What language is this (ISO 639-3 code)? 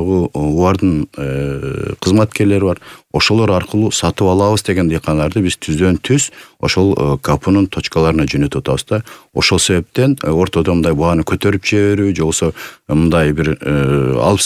kir